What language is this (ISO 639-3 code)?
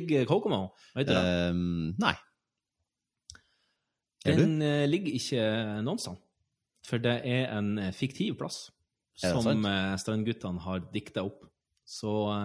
nor